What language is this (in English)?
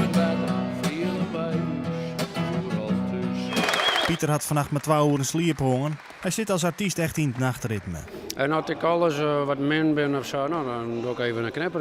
Western Frisian